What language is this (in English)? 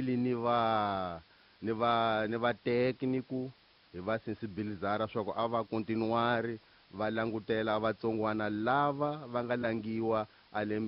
Tsonga